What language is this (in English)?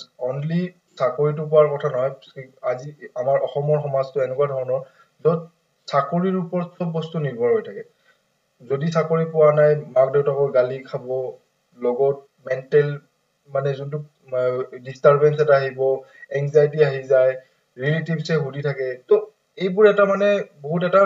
Assamese